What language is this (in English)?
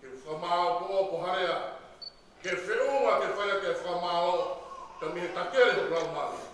Tongan